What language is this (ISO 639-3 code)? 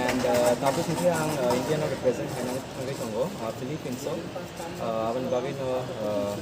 trp